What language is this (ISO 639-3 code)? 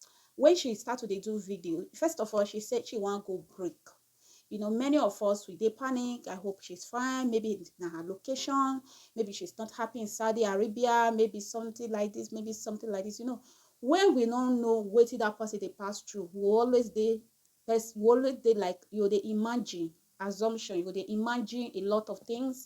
pcm